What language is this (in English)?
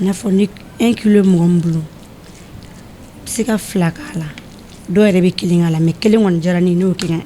Bambara